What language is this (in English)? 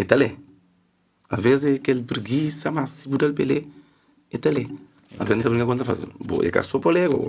Kabuverdianu